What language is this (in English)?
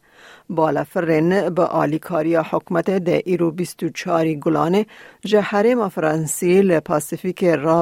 Kurdish